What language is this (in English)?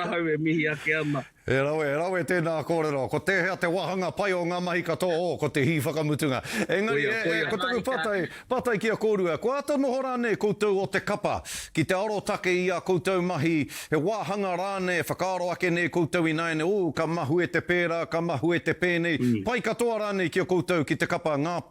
Māori